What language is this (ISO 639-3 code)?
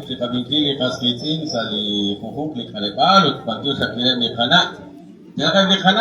kek